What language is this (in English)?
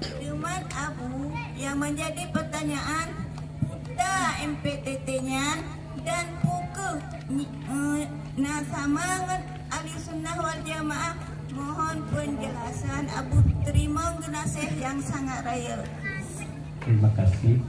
Achinese